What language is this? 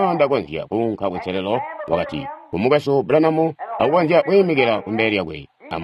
Tonga (Zambia)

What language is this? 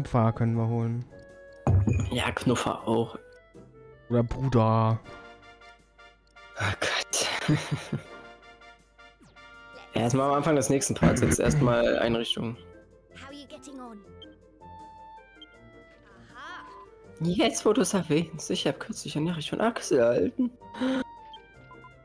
German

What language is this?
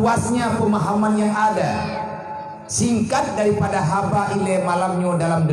Achinese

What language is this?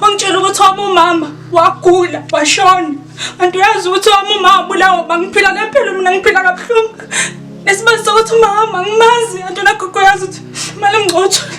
Zulu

